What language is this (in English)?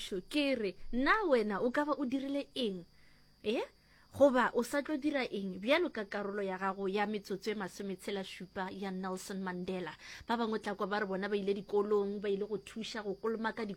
Northern Sotho